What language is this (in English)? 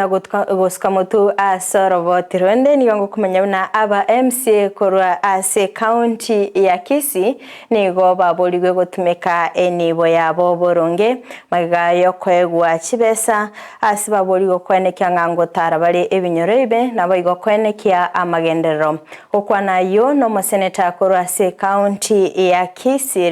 Gusii